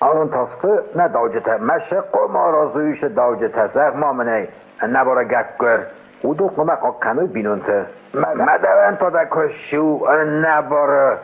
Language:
Ossetic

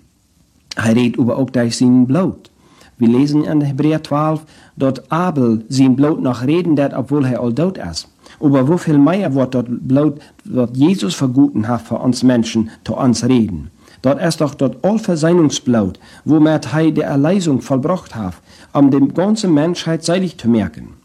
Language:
German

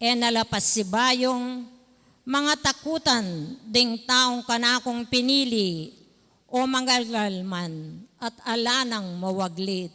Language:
Pampanga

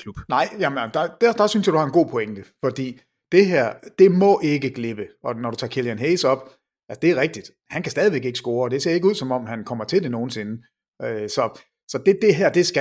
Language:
Danish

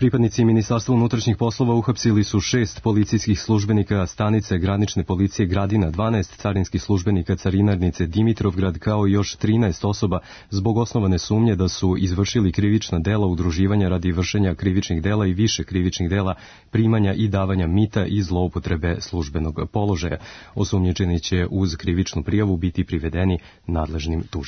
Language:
Serbian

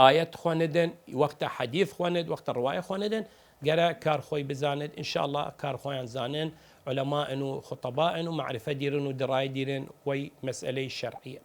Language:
Southern Kurdish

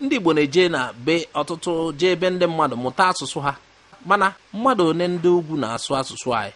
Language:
Igbo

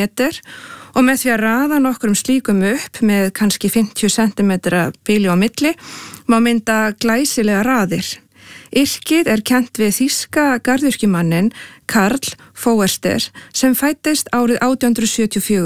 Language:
Icelandic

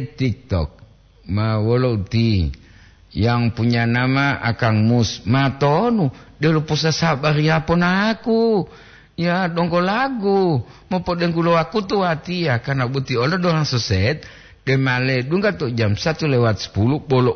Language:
Gorontalo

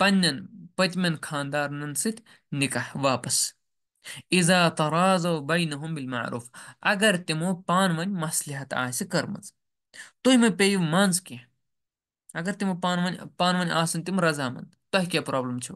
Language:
Kashmiri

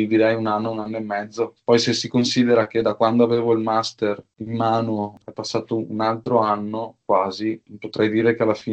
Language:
Italian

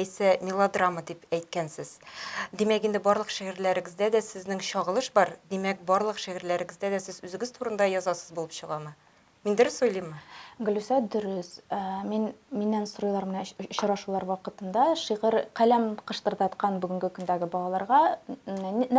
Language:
Tatar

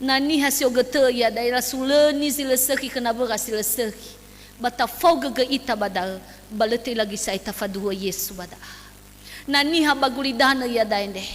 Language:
Nias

